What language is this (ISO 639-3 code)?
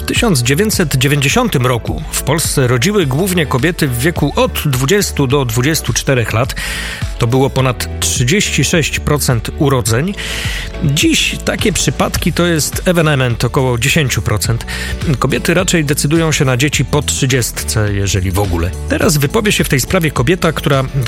pol